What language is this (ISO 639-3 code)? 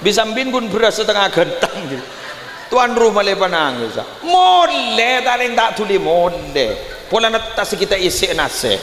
mad